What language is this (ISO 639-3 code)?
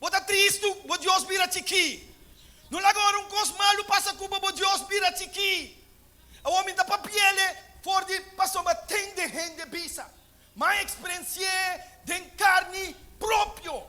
pap